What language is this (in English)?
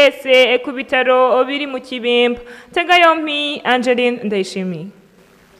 Rundi